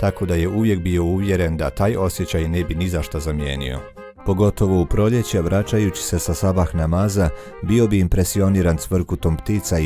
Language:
Bosnian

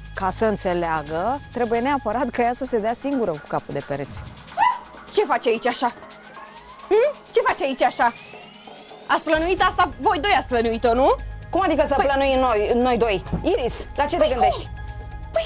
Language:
Romanian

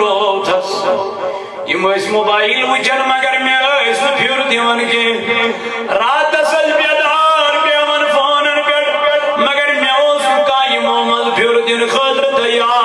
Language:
Kashmiri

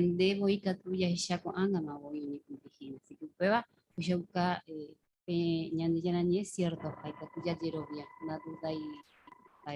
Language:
Guarani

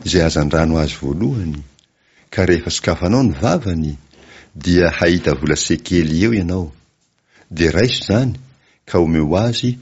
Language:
Malagasy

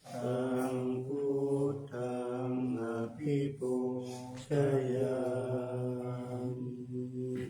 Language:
Pali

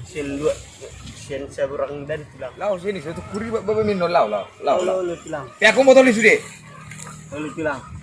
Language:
Batak Toba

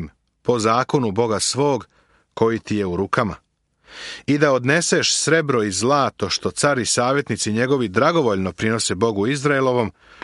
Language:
Serbian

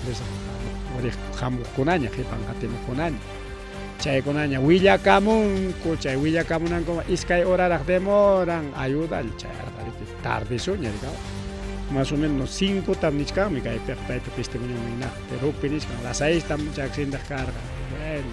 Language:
Ayacucho Quechua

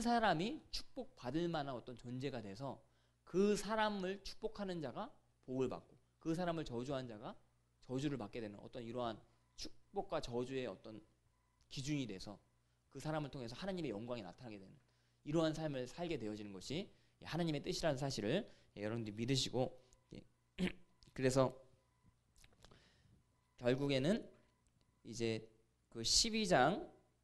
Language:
Korean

